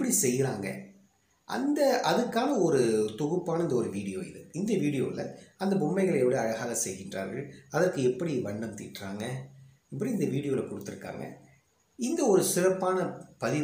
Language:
Tamil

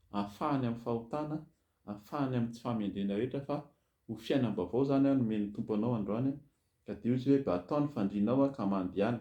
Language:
Malagasy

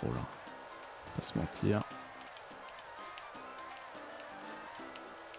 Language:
French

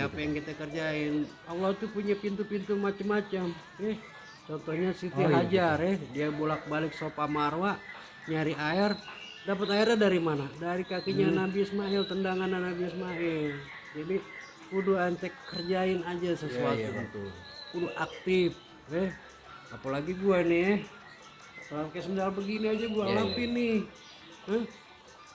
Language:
Betawi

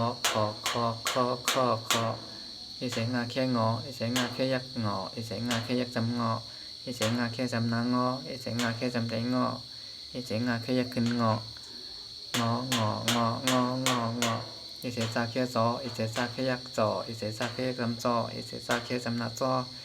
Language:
Shan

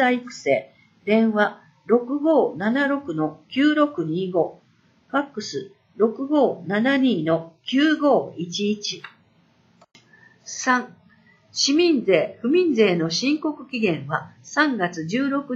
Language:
Japanese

